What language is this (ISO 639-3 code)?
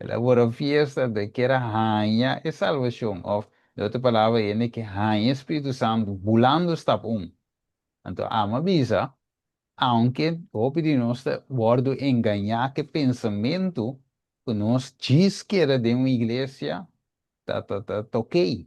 pap